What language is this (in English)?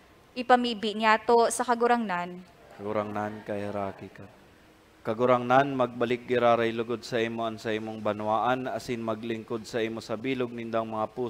Bikol